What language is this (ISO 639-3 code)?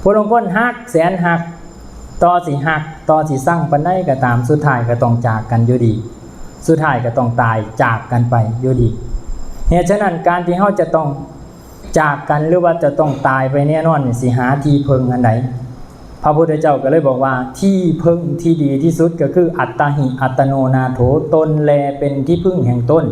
lao